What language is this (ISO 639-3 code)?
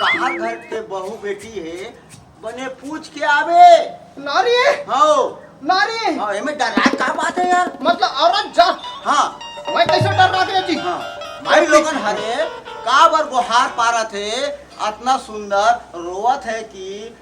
hne